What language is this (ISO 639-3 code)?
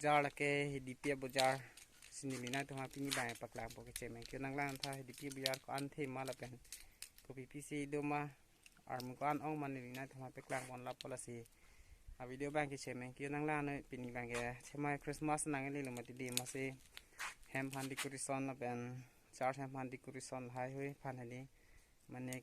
mjw